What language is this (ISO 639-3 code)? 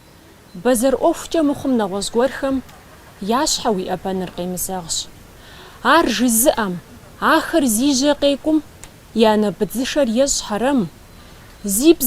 kbd